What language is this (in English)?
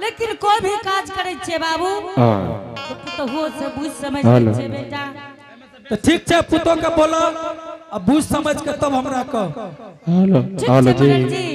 Angika